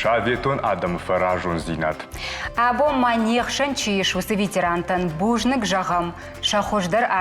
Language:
Ossetic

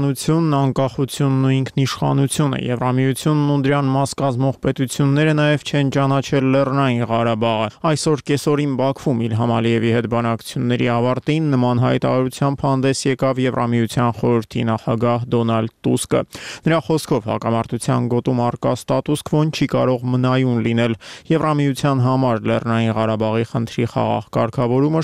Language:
Armenian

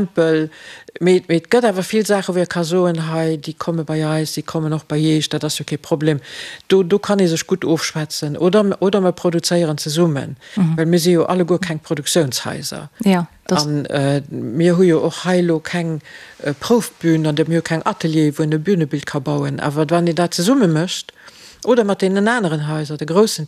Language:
Luxembourgish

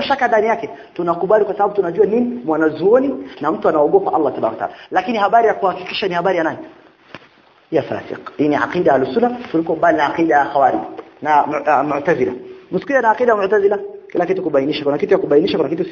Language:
Swahili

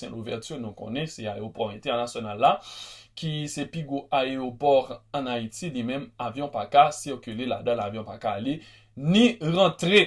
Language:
Haitian Creole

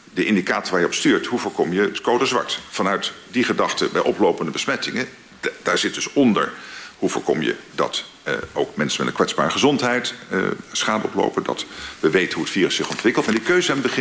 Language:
Dutch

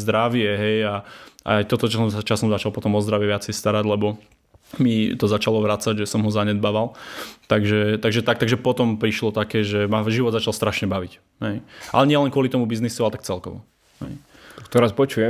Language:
Slovak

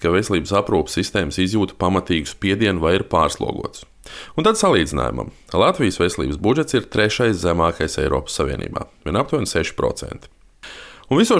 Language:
Latvian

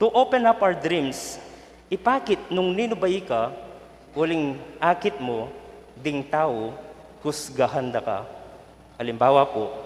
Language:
Pampanga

